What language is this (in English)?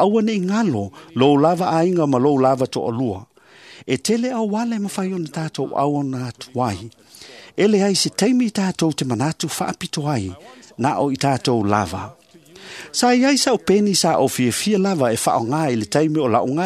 Samoan